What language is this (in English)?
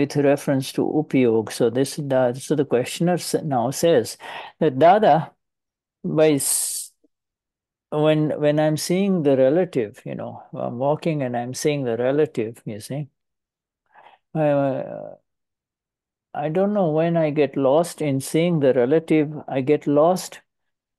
English